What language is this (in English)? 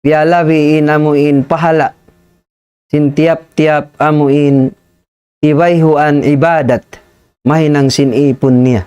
Tausug